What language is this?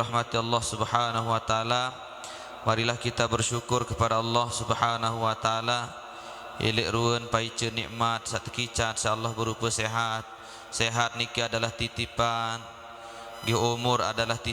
Sasak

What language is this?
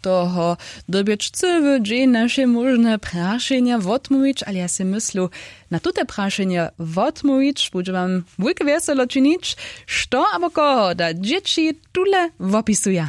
Upper Sorbian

